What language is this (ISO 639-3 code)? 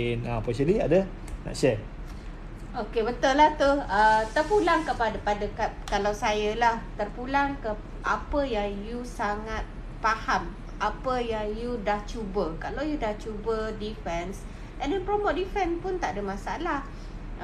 msa